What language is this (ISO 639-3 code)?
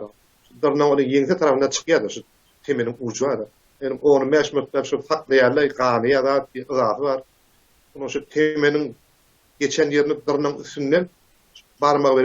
tuk